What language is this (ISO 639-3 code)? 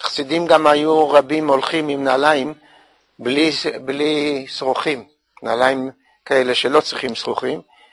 heb